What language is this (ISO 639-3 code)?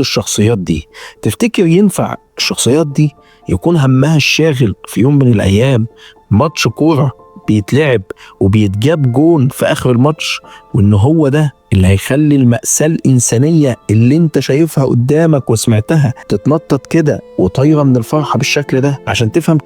arz